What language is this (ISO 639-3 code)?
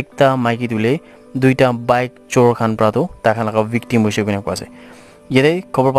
nag